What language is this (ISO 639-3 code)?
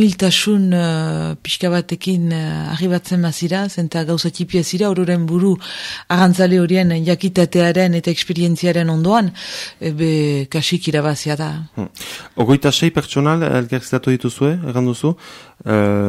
eus